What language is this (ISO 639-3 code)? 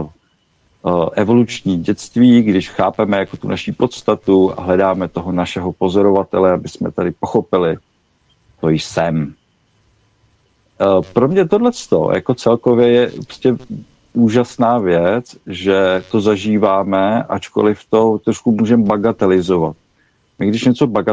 ces